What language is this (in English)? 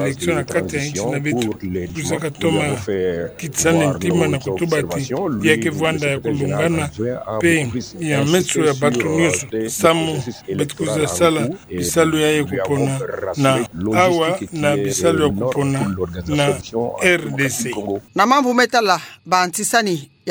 Kituba (Democratic Republic of Congo)